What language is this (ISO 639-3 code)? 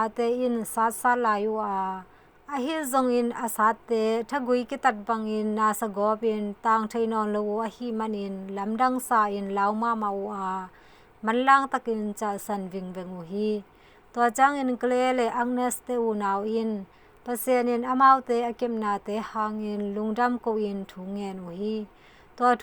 ctd